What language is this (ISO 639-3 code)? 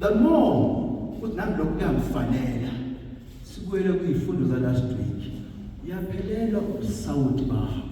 zul